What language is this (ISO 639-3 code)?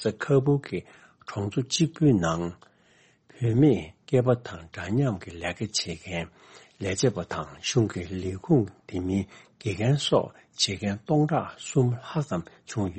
bod